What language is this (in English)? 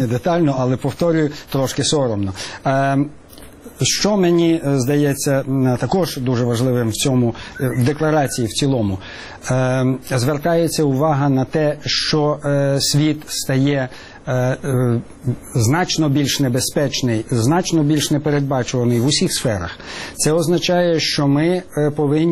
Ukrainian